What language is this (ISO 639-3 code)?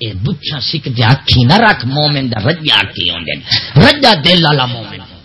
skr